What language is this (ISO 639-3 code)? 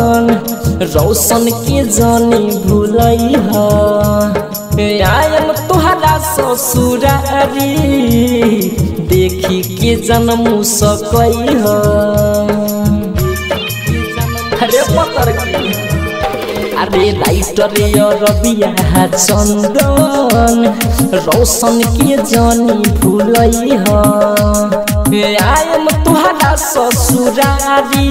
bho